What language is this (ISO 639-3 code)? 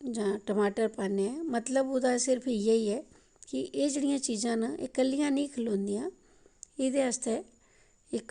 doi